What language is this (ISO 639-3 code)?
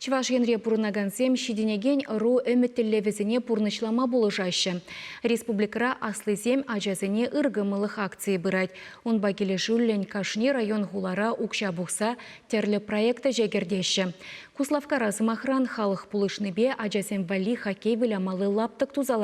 chv